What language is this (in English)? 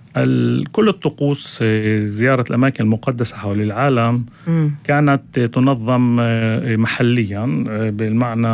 North Levantine Arabic